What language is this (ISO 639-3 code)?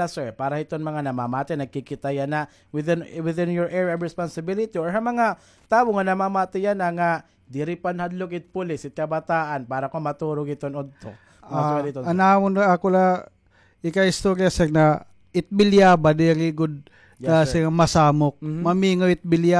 war